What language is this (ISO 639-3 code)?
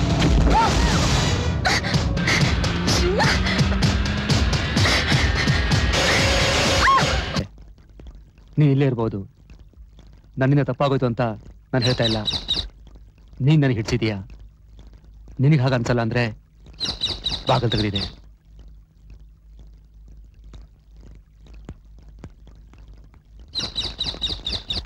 kan